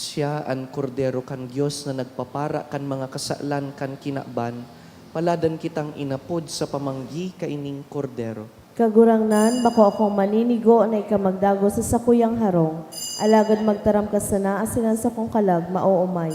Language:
Bikol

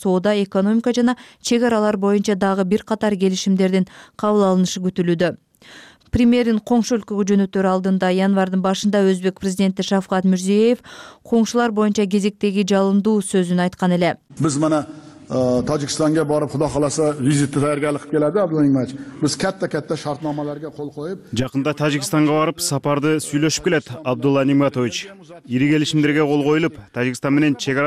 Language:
Kyrgyz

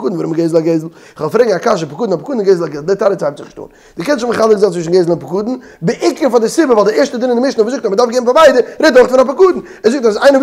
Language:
Yiddish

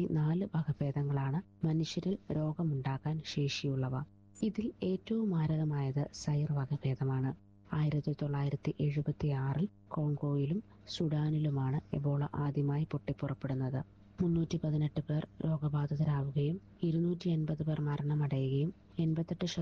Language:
Malayalam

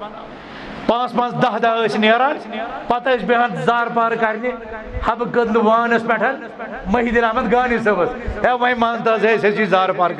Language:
Kashmiri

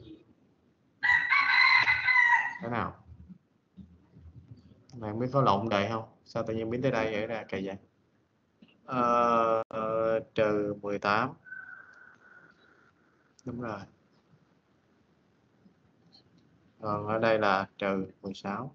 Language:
Vietnamese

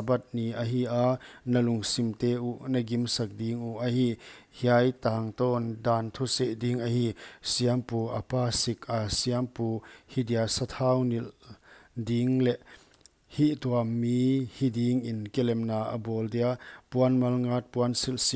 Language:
Paite Chin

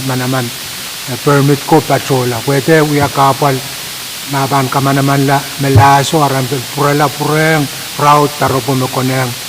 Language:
Pohnpeian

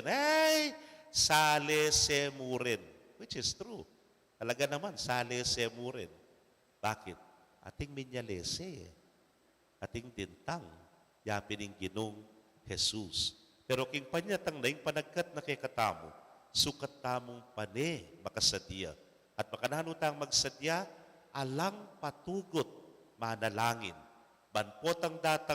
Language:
Pampanga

